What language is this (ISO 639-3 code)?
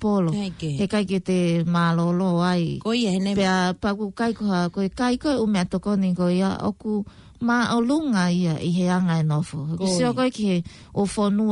ton